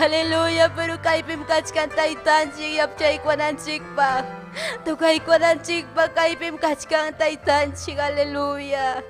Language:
Ayacucho Quechua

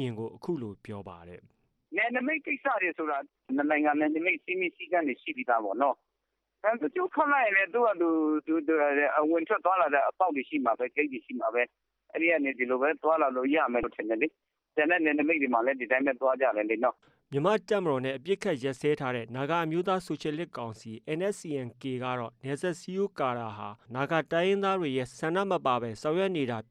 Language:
Burmese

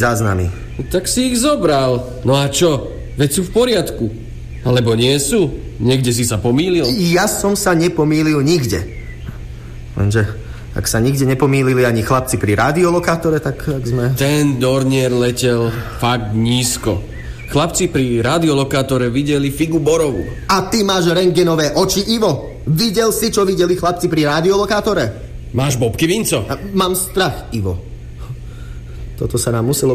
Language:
Slovak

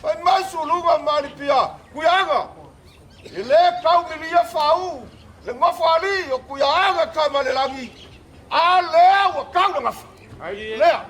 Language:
Samoan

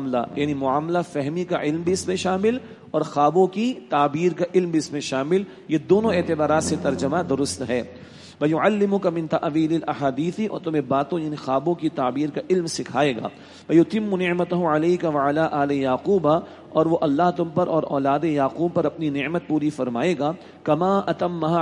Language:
Urdu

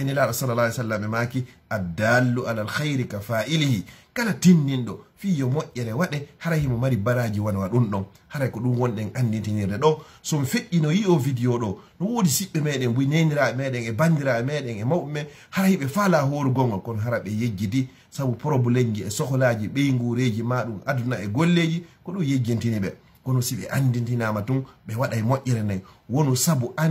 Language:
Fula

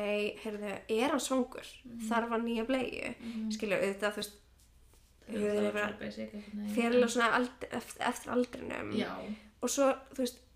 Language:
Icelandic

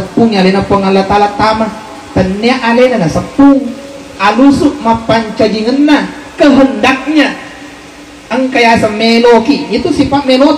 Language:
Buginese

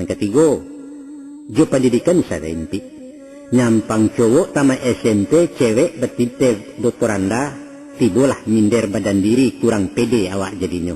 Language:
Minangkabau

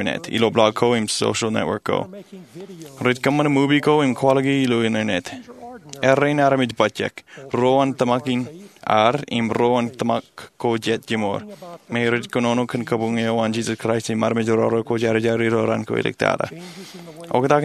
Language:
Marshallese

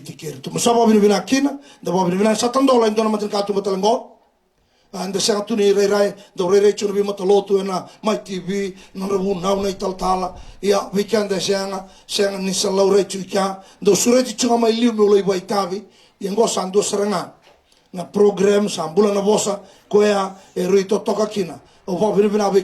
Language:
Fijian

